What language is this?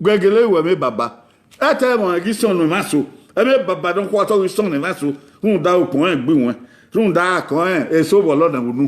Bini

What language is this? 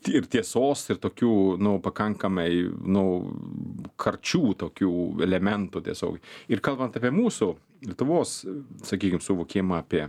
Lithuanian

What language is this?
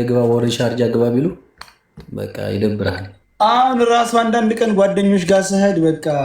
Amharic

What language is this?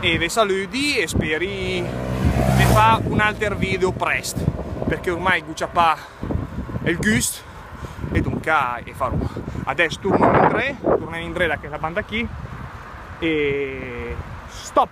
Lombard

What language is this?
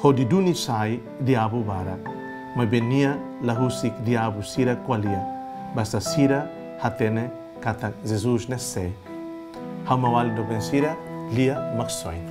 Tetum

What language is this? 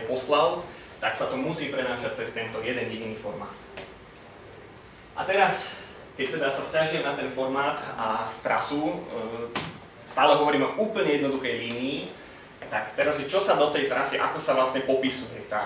Slovak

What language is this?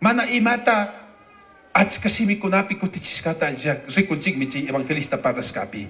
Chimborazo Highland Quichua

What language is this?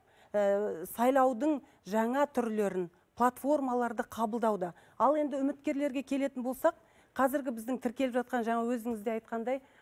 Kazakh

